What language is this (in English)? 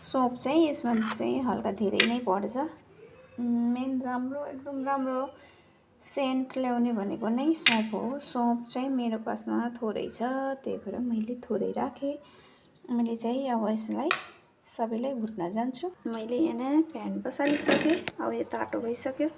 Nepali